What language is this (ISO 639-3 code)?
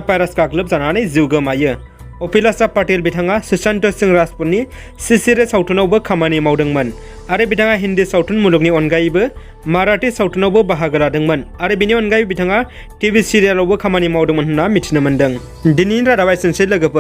brx